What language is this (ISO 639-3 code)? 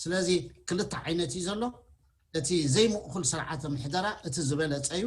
tir